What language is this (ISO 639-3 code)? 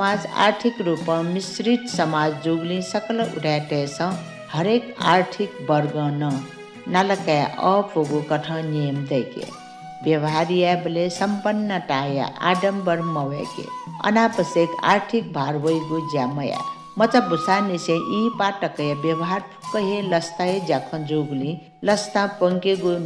new